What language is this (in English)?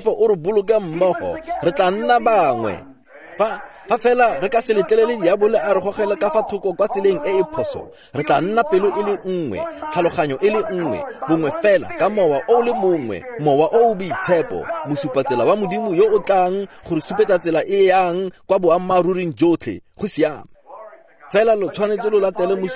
Tswana